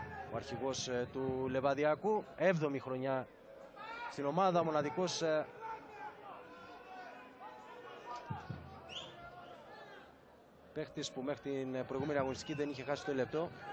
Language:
Greek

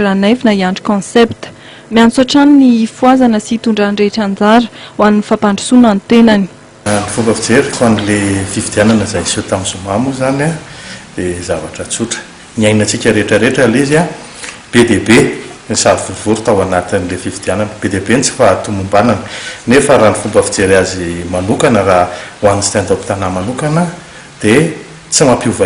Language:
Malagasy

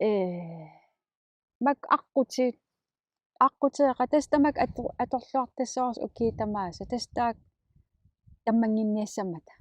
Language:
Kalaallisut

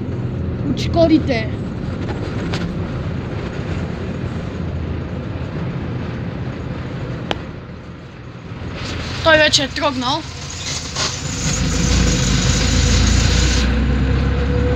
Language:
Bulgarian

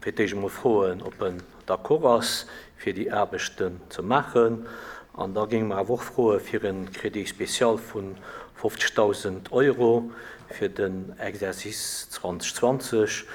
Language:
Luxembourgish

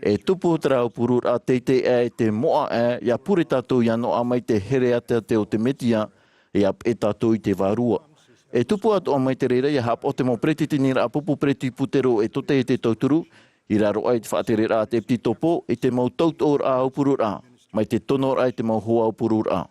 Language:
Tahitian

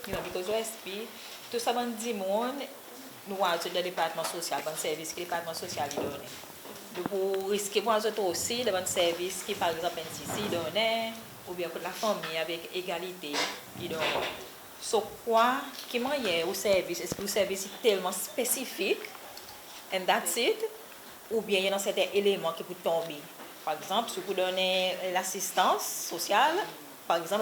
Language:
Seselwa Creole French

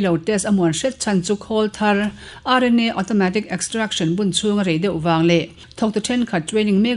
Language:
Mizo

